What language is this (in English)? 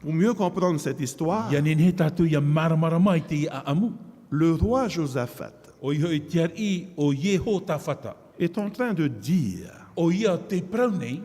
Tahitian